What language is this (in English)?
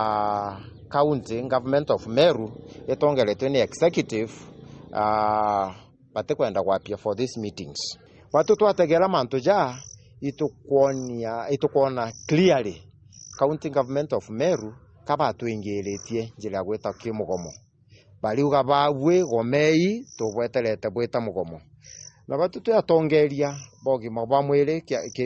Meru